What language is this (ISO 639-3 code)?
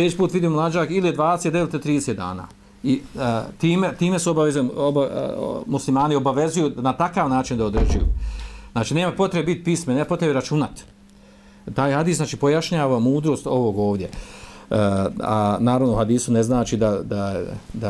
bos